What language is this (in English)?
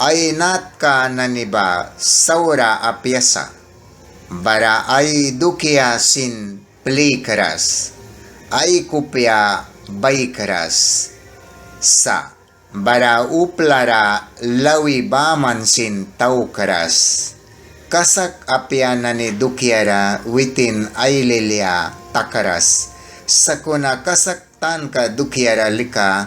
Mískito